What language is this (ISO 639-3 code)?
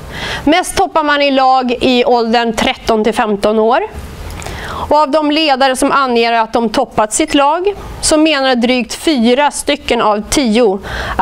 swe